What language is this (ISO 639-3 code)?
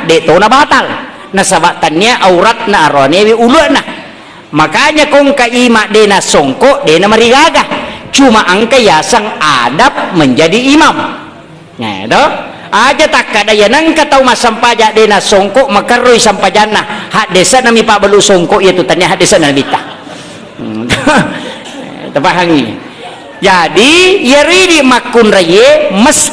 bug